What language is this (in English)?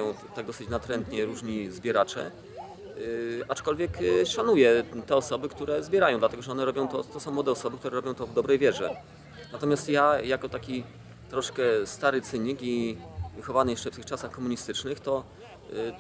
Polish